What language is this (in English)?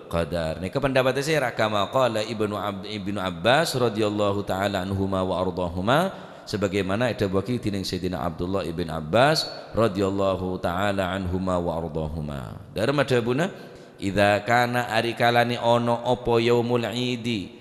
Madurese